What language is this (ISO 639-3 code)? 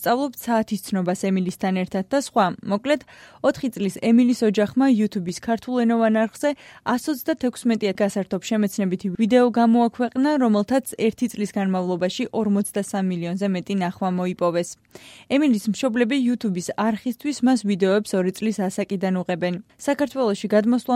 kat